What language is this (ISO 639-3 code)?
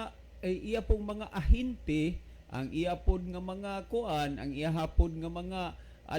ceb